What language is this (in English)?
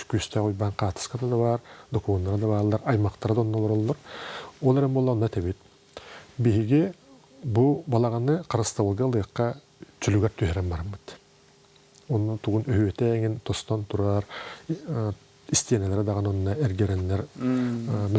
Yakut